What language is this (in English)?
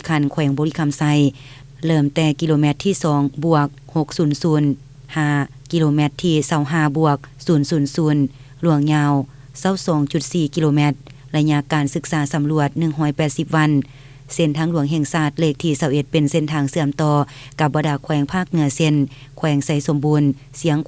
Lao